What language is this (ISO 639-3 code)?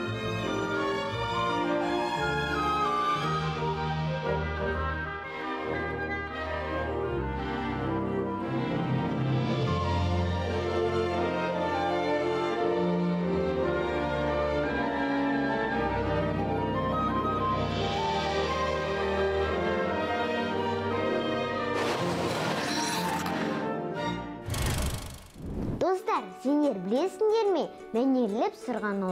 kaz